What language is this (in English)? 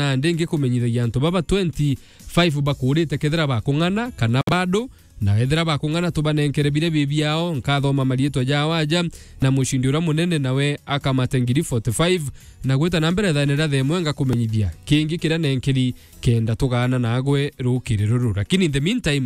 Meru